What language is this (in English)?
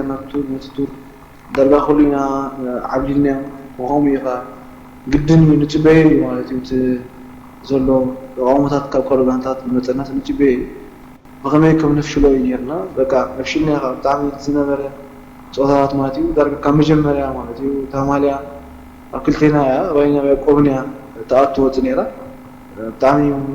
Tigrinya